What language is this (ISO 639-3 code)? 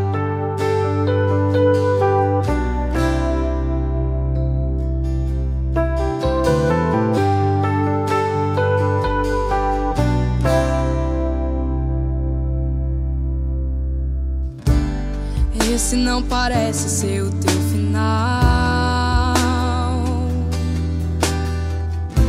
por